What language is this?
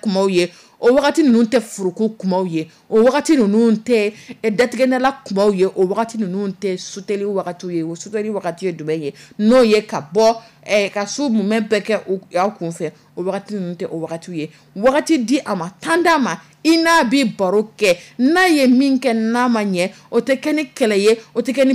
Dyula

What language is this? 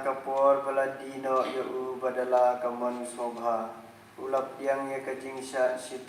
Khasi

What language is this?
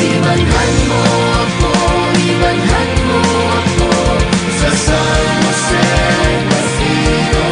Bikol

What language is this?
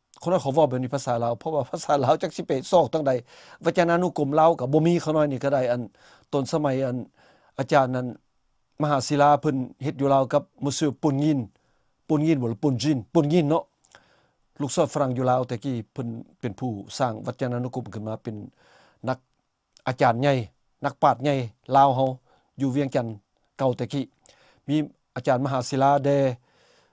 Lao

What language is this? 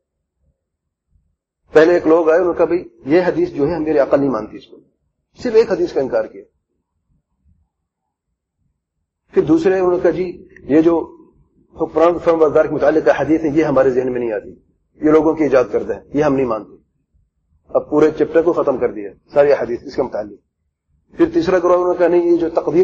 Urdu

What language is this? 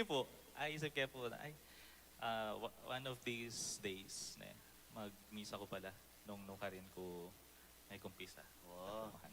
Pampanga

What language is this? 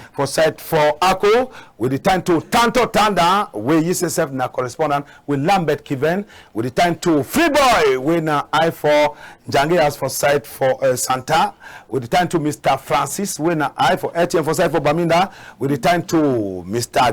Cameroon Pidgin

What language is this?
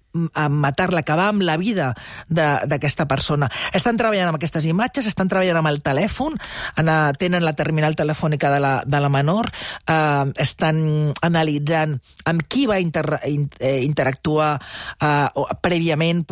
Catalan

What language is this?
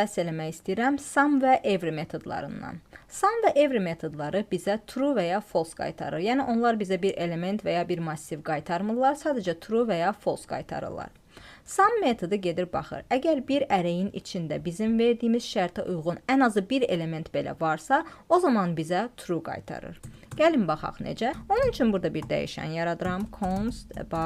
Azerbaijani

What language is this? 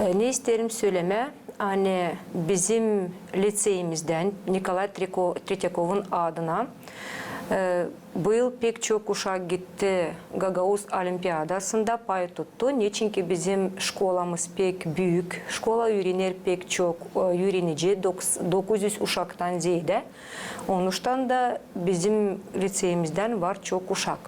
Gagauz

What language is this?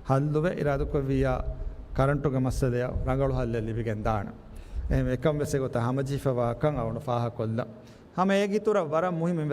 Divehi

